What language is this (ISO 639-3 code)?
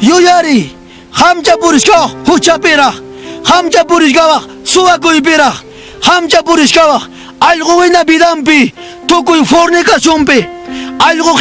quy